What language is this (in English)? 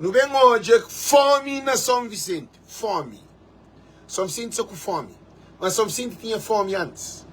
Kabuverdianu